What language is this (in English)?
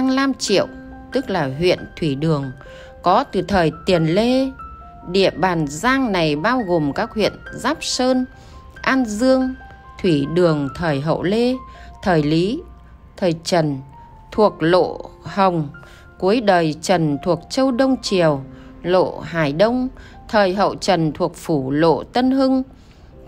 Vietnamese